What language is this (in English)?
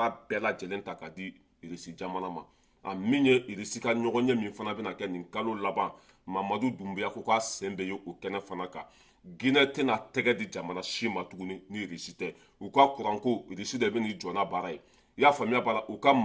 Bambara